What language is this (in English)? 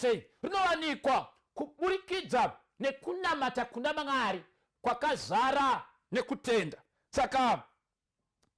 Shona